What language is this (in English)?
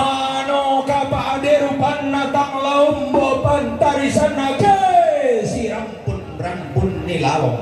Toraja-Sa'dan